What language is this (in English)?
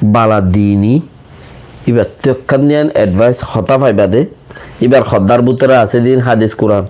Rohingya